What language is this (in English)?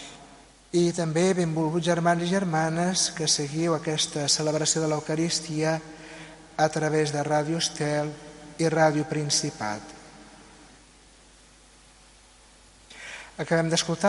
Catalan